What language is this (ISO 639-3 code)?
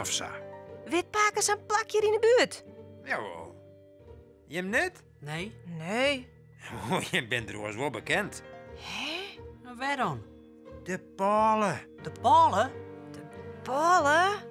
fry